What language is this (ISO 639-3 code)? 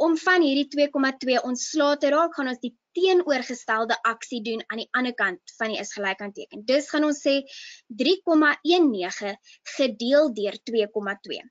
afr